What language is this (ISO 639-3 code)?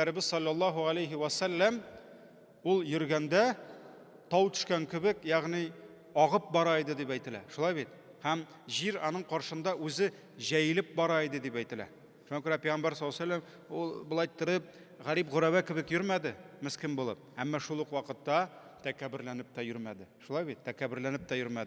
tat